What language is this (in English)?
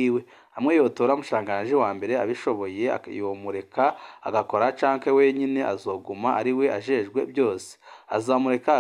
Rundi